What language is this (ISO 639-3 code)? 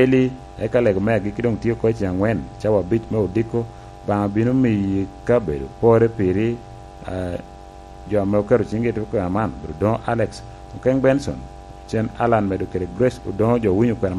laj